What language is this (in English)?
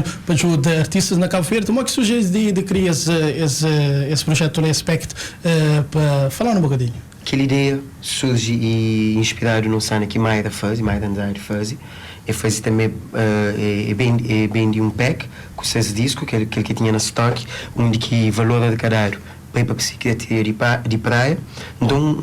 Kabuverdianu